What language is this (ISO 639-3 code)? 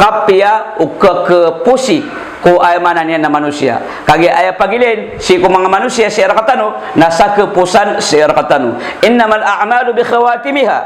mrw